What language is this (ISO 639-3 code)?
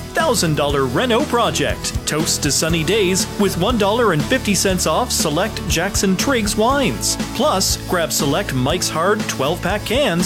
eng